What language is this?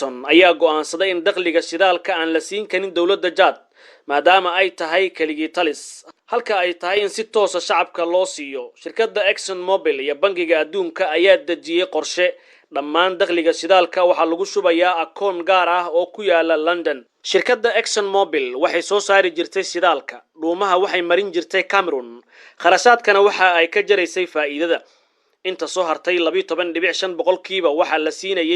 Somali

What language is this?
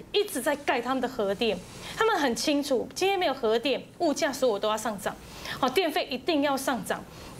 Chinese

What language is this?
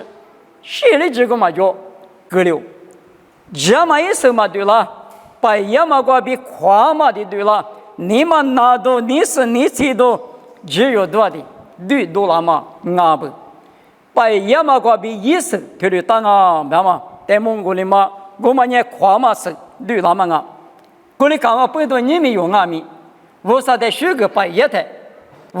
Lisu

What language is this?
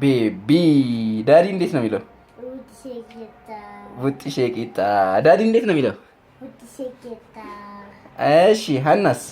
Amharic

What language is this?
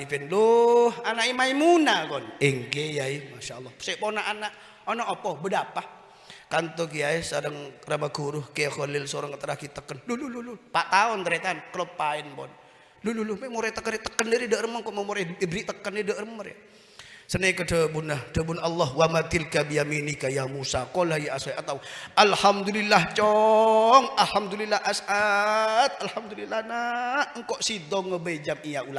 Madurese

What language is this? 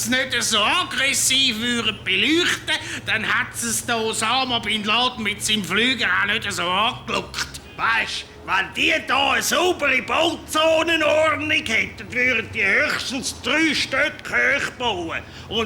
Swiss German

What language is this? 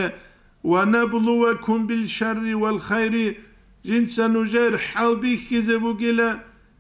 Avaric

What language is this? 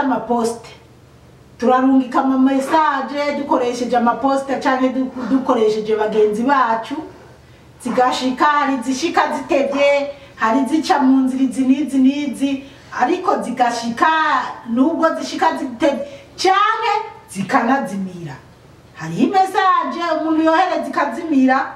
Rundi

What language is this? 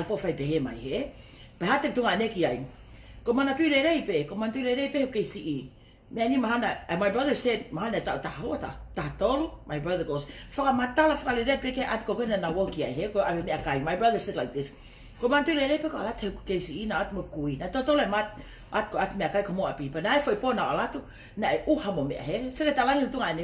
Tongan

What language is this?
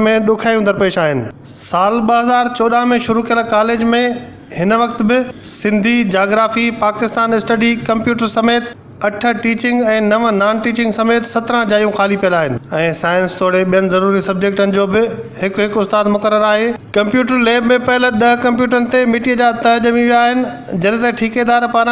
Sindhi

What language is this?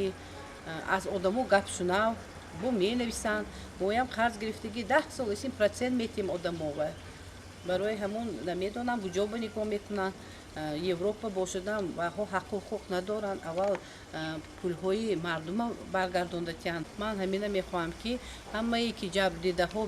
Tajik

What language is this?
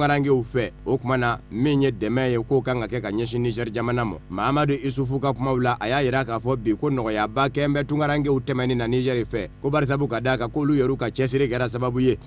Bambara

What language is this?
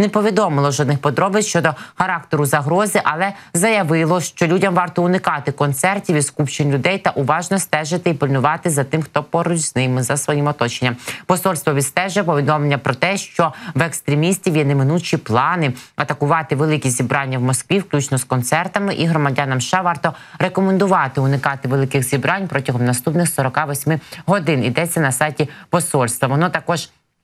Ukrainian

